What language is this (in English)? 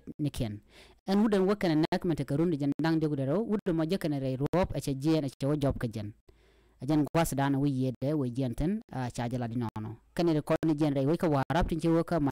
Nuer